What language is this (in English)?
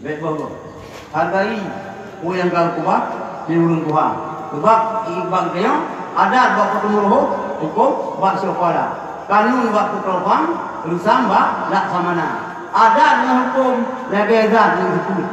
Achinese